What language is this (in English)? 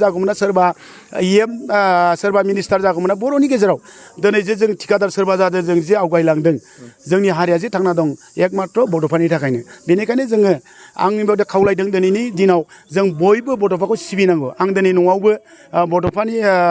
Bodo